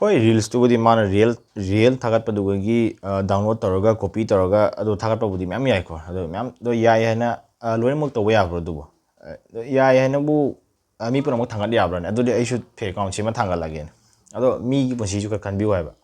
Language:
Manipuri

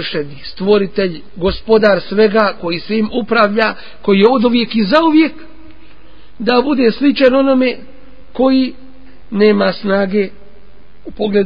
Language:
Bosnian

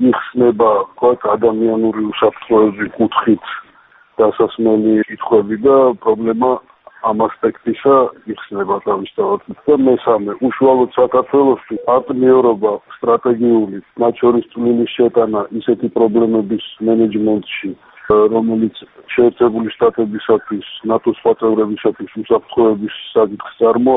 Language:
Georgian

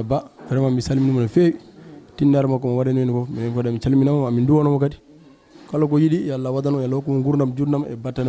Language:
Fula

